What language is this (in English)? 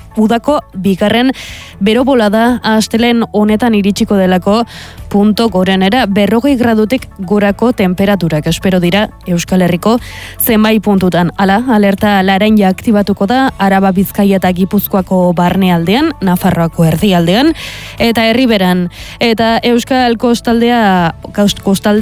Basque